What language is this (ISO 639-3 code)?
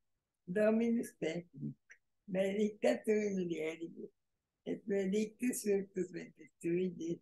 lat